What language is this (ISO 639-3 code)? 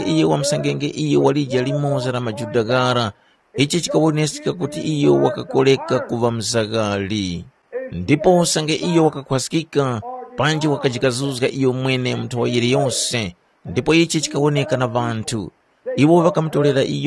tum